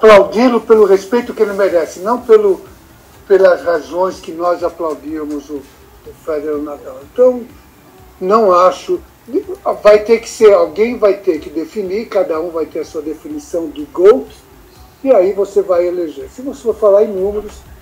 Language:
Portuguese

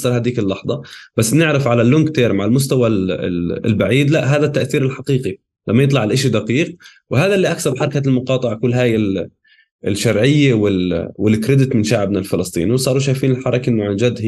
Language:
North Levantine Arabic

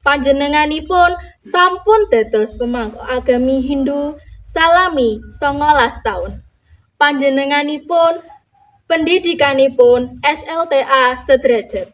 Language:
Javanese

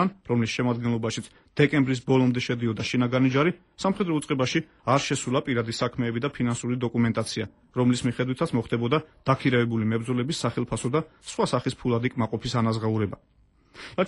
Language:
Georgian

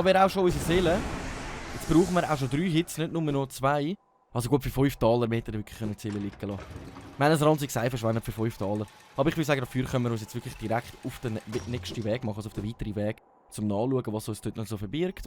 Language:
Swiss German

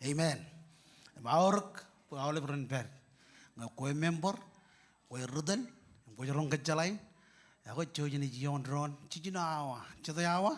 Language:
Marshallese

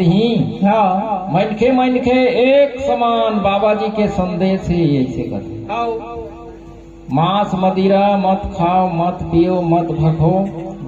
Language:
Chhattisgarhi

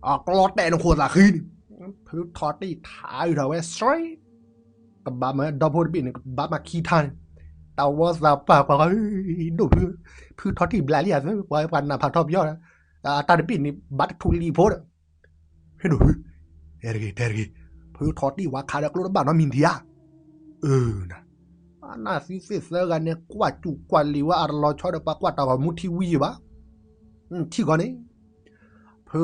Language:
S'gaw Karen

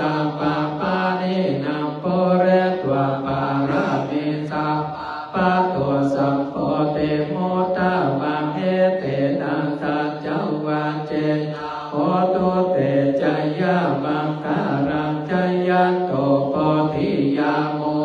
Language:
Pali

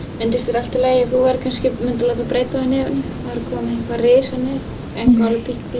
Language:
Icelandic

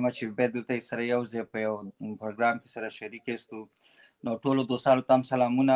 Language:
Pashto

